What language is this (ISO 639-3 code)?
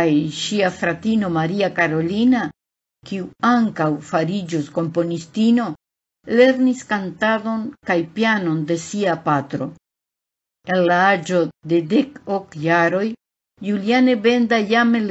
epo